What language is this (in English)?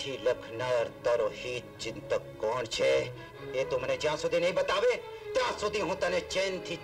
Gujarati